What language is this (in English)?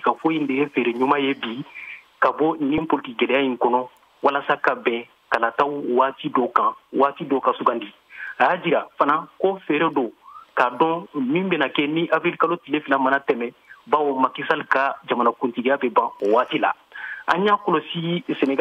Bambara